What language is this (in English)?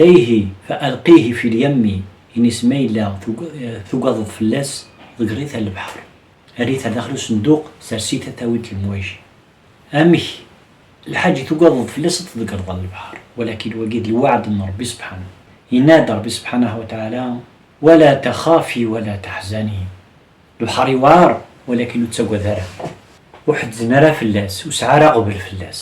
Kabyle